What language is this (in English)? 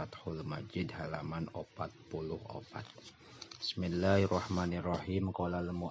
Sundanese